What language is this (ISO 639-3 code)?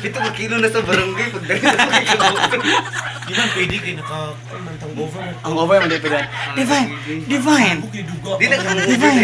ceb